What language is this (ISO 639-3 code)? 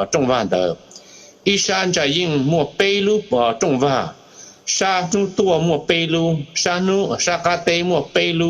hmn